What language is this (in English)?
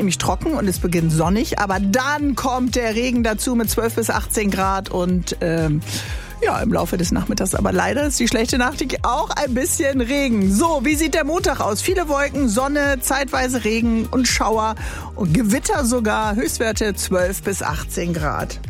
German